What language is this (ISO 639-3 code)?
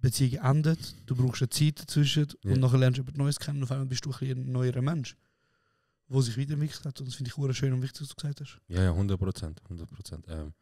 gsw